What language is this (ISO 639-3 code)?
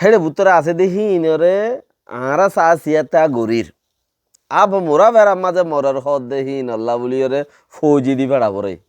rhg